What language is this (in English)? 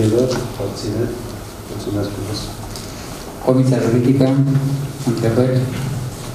Romanian